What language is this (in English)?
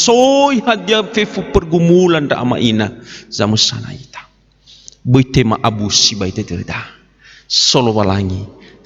Nias